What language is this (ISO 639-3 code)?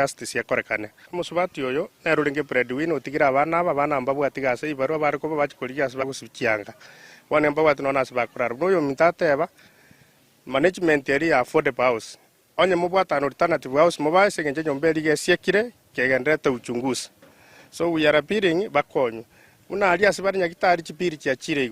guz